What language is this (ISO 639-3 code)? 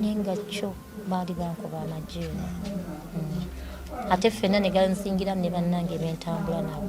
lug